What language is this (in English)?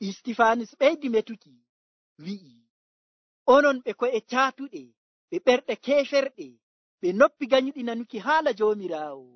Nigerian Fulfulde